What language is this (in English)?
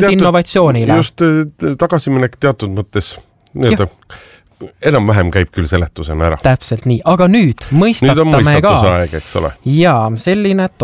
Estonian